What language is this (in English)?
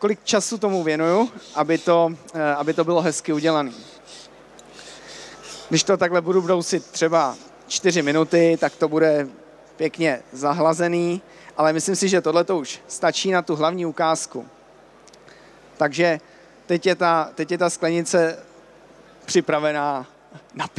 Czech